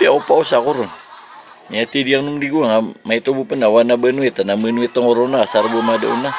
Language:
Maranao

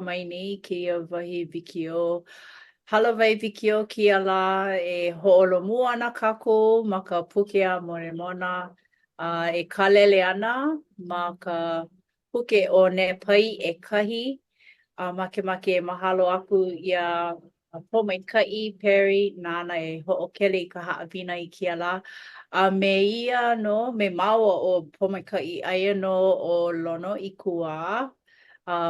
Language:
Hawaiian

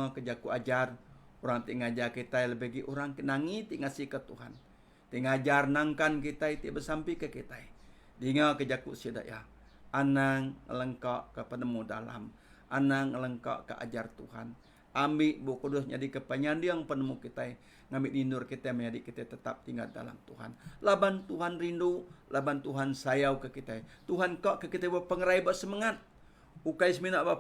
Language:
Iban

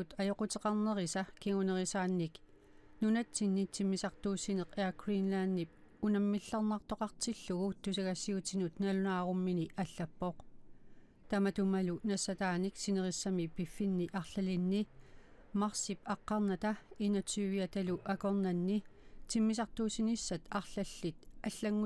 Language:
Kalaallisut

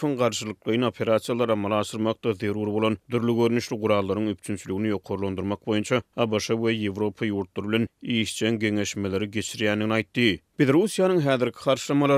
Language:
Turkmen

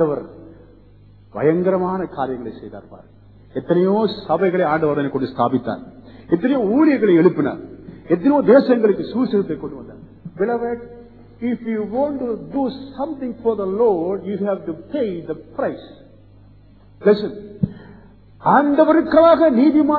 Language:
Tamil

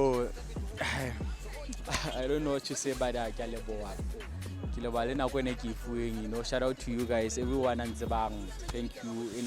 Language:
Southern Sotho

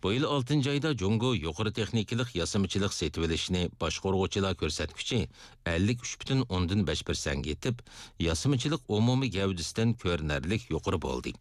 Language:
Uyghur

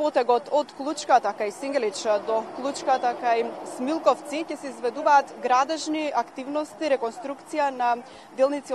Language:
Macedonian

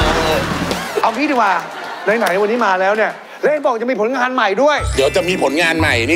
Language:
Thai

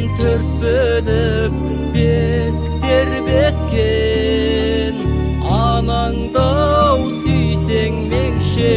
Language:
Kazakh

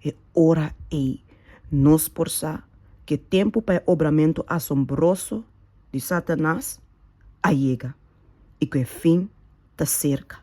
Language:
Papiamento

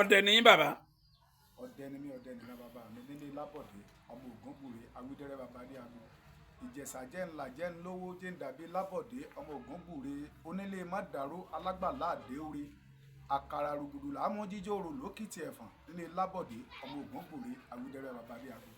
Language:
Yoruba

